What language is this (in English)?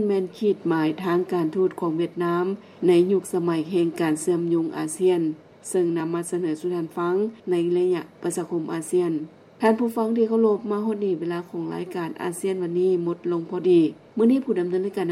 Lao